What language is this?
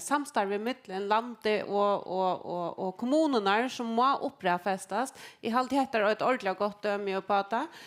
Faroese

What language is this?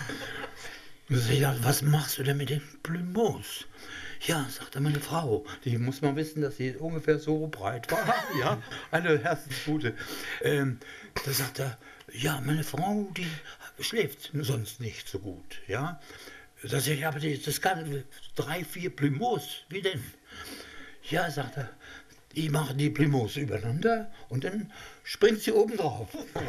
German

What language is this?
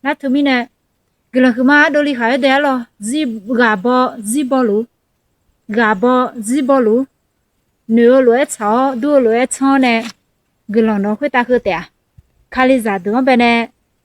Akha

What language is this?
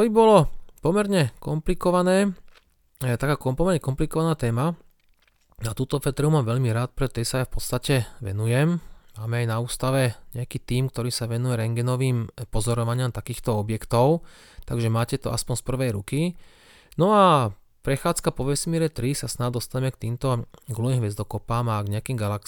Slovak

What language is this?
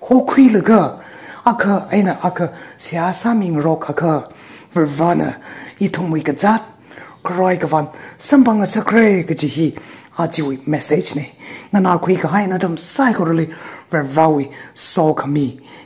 Tangkhul Naga (India)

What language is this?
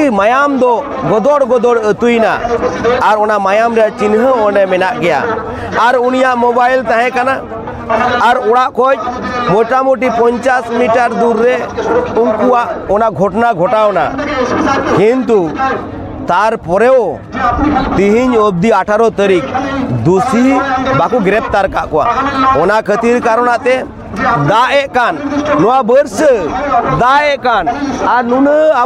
Santali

